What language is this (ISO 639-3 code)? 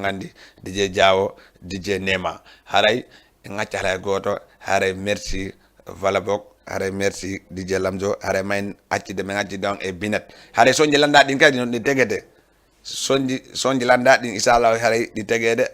ful